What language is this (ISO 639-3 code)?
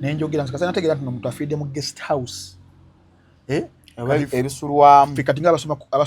lug